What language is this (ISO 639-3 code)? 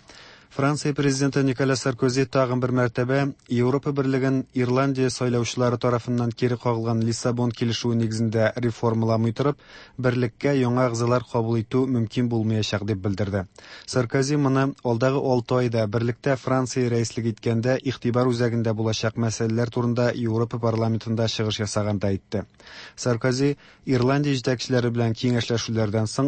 tat